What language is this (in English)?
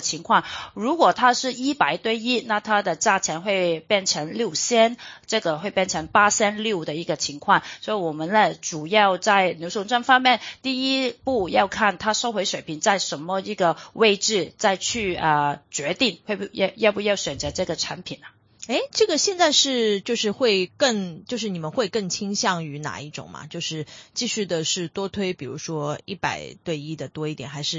Chinese